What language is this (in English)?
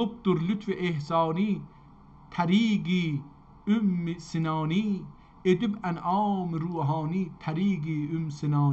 South Azerbaijani